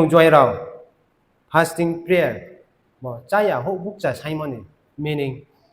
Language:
Riang (India)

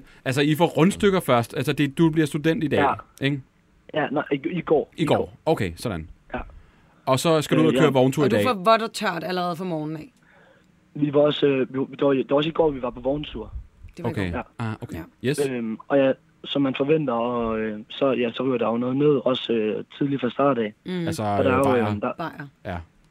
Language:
Danish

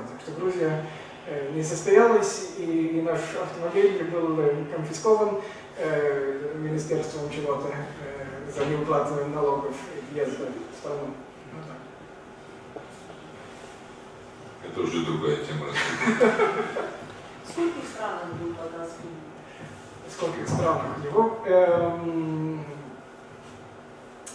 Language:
Russian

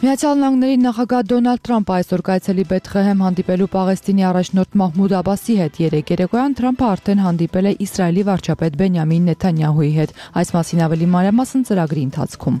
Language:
Armenian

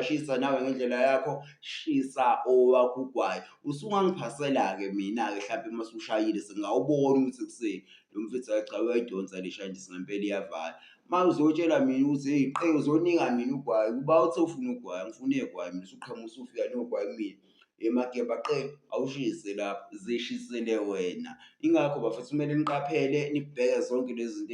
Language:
Zulu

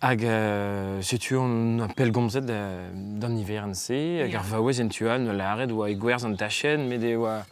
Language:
Breton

